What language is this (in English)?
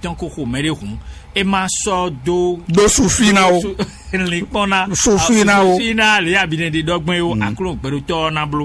Fon